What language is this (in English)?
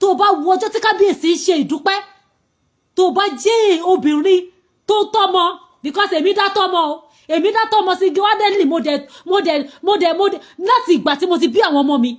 Yoruba